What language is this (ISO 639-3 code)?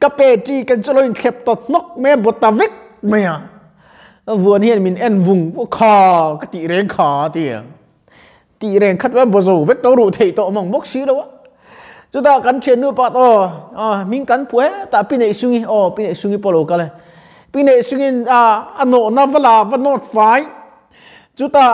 lus